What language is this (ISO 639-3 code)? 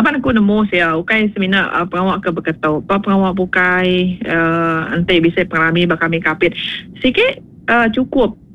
iba